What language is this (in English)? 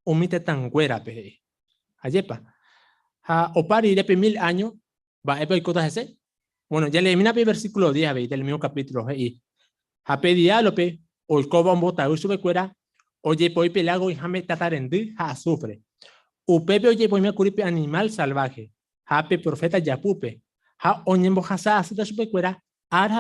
Guarani